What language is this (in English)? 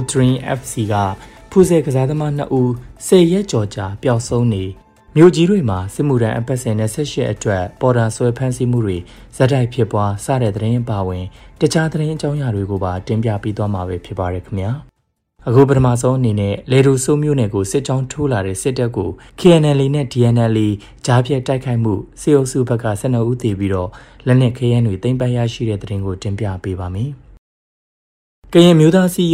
Burmese